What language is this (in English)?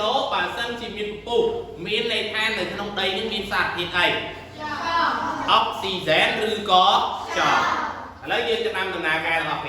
Khmer